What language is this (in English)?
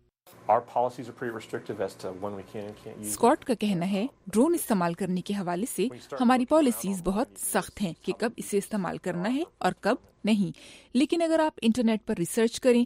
Urdu